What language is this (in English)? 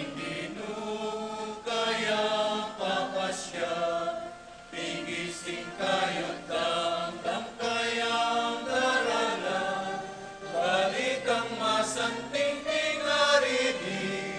Pampanga